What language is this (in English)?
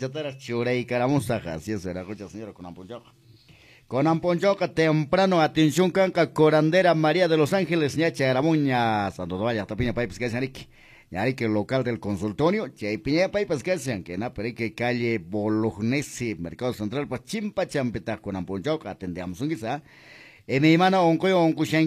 Quechua